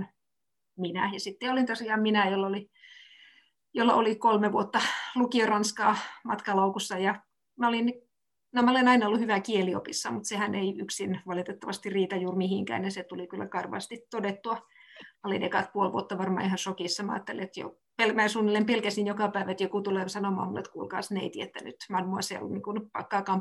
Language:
Finnish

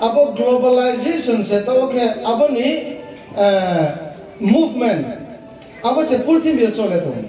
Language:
Riang (India)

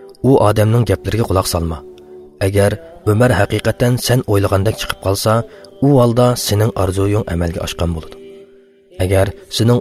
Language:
Uyghur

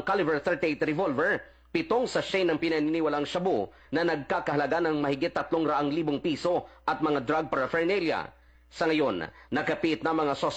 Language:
Filipino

